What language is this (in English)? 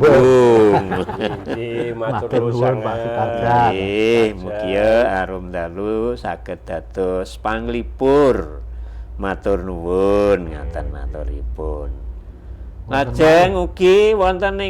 Javanese